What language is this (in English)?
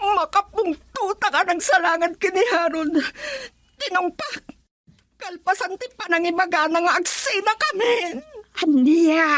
Iloko